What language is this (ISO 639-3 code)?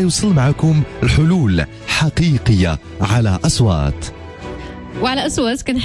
ary